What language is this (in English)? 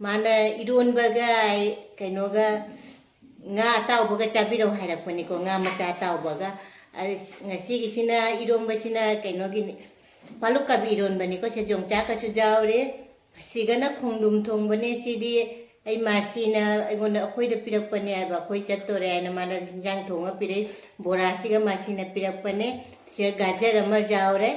Manipuri